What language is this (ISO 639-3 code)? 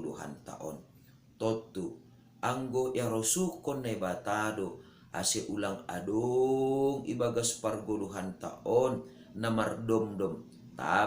bts